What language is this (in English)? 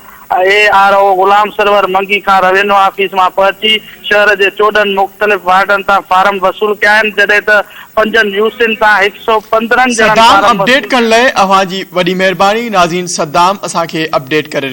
Sindhi